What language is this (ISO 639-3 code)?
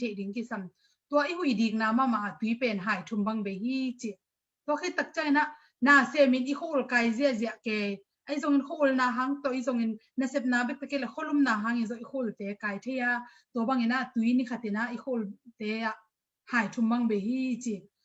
ctd